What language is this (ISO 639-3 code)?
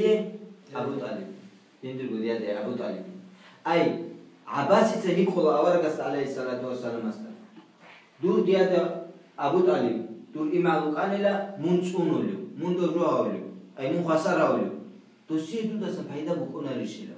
ava